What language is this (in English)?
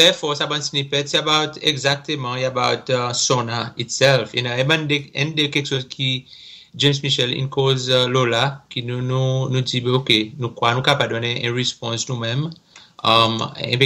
Seselwa Creole French